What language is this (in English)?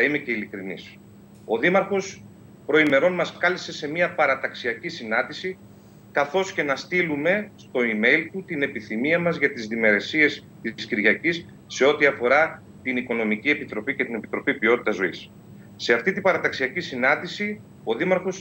Greek